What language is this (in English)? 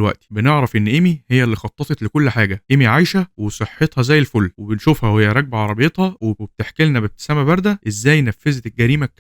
Egyptian Arabic